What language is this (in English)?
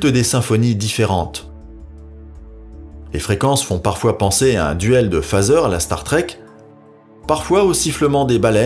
French